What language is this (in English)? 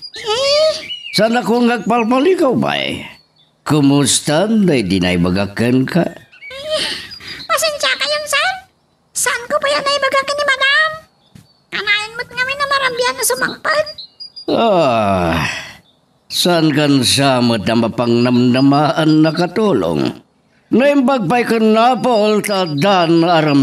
Iloko